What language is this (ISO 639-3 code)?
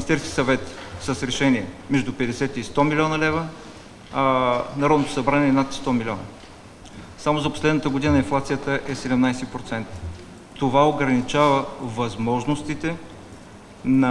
bul